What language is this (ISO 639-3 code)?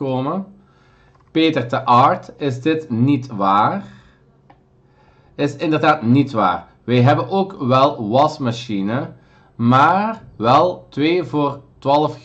nld